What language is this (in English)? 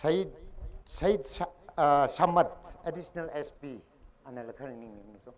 Tangkhul Naga (India)